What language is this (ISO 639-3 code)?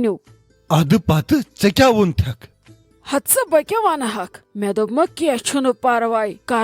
kas